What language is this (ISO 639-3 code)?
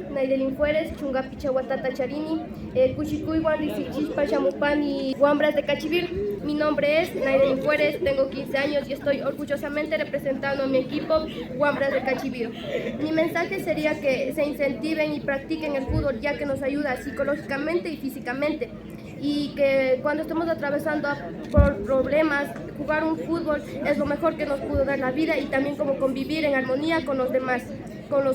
qvi